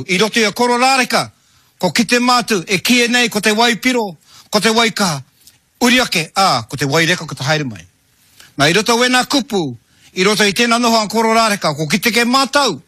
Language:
Māori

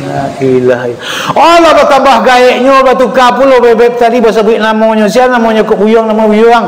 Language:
Minangkabau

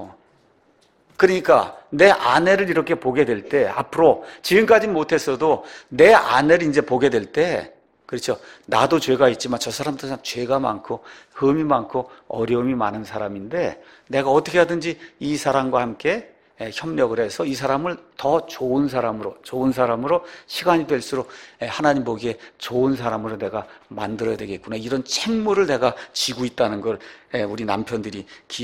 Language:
Korean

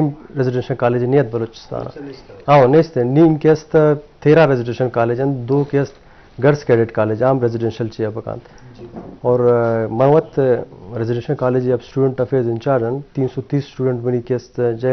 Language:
Eastern Balochi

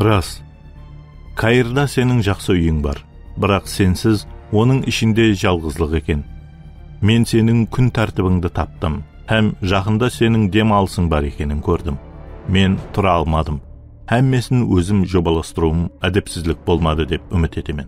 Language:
Kara-Kalpak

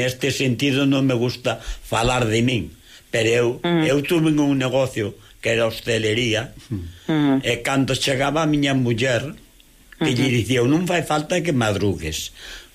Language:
Galician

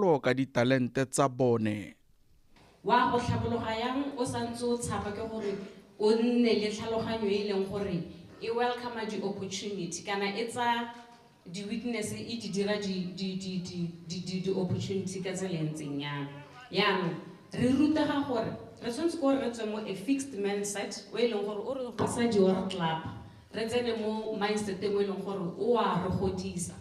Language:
Tswana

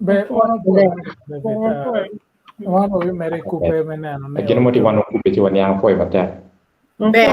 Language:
Acoli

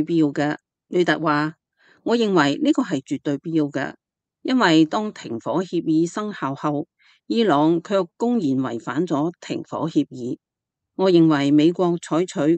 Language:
Cantonese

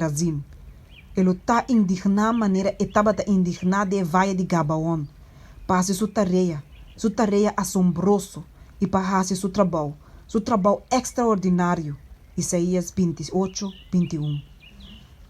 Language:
Papiamento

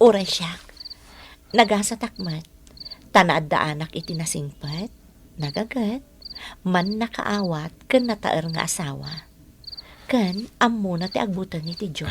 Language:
Iloko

